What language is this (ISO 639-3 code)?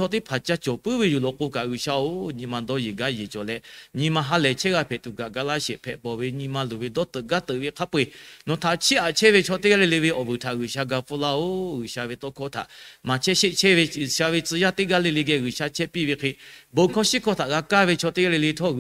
lhu